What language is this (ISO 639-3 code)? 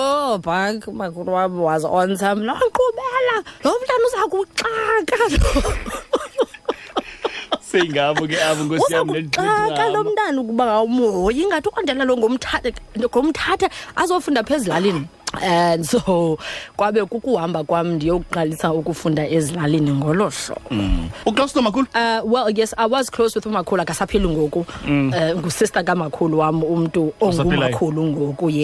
xho